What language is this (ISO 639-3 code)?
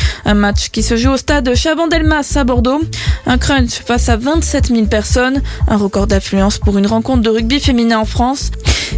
fra